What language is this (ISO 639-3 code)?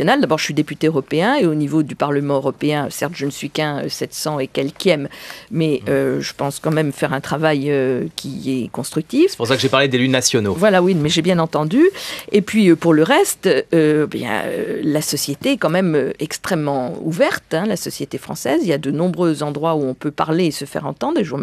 fra